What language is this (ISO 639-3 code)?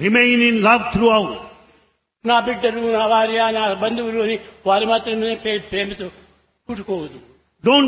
tel